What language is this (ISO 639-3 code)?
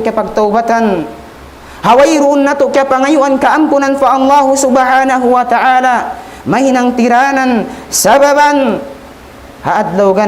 tsg